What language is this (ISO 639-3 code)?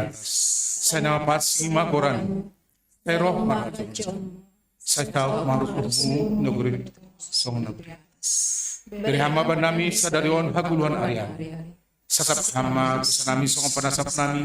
bts